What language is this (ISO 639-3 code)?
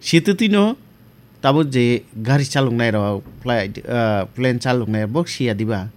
trp